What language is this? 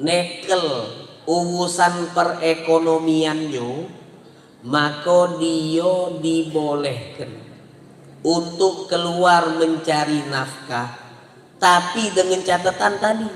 Musi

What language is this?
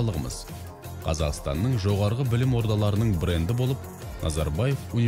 Kazakh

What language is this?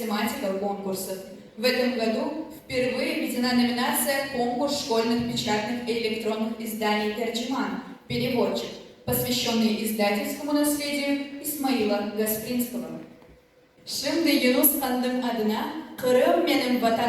Crimean Tatar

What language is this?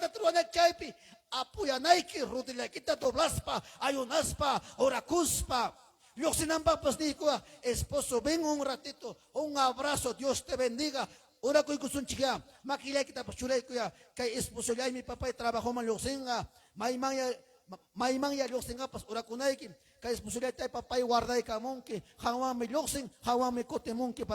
Ayacucho Quechua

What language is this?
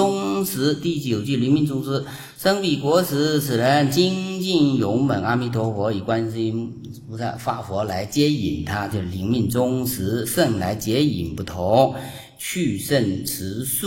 Chinese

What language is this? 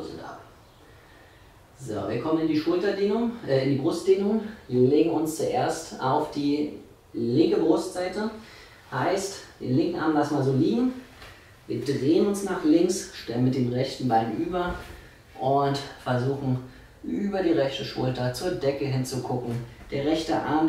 German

